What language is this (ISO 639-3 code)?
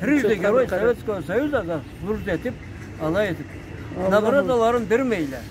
krc